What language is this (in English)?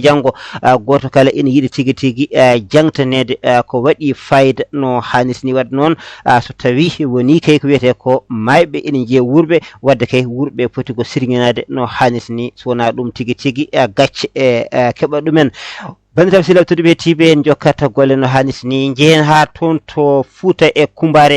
Fula